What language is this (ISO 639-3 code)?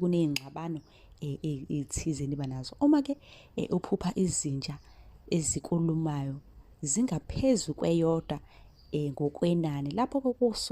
zul